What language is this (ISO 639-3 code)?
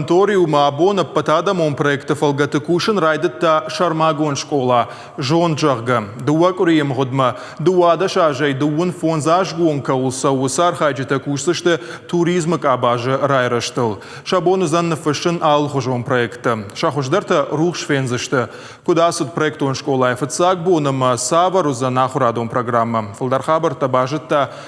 oss